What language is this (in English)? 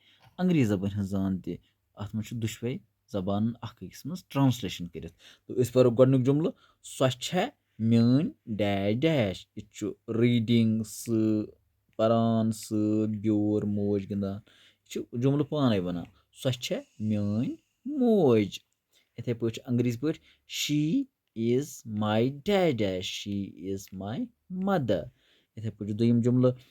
Kashmiri